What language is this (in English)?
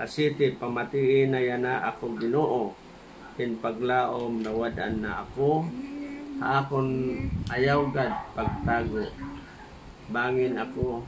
Waray